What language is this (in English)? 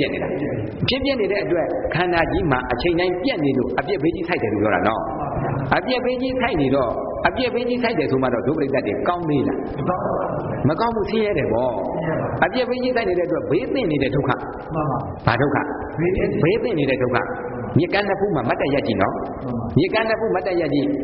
Burmese